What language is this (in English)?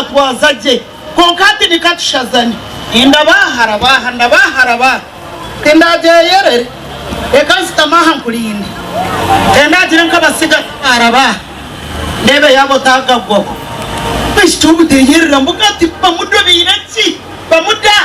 Nyankole